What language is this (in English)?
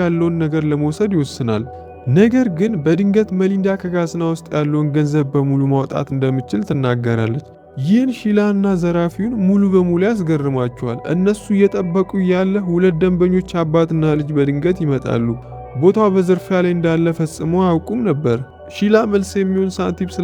Amharic